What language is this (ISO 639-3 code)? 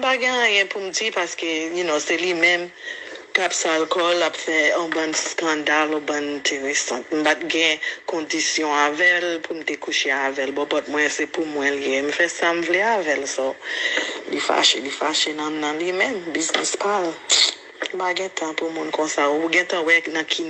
hat